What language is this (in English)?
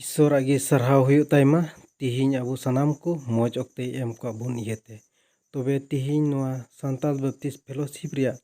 Santali